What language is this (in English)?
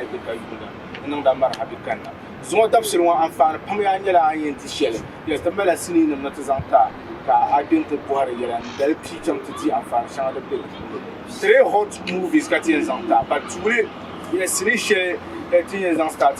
Dagbani